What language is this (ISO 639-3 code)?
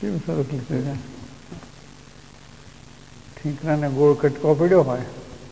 guj